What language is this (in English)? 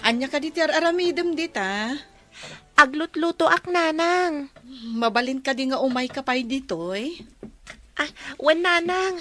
Iloko